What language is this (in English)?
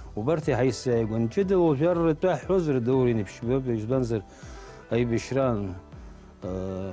Abkhazian